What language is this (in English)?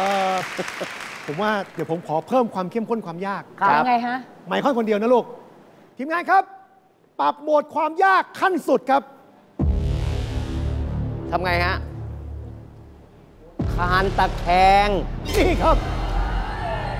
Thai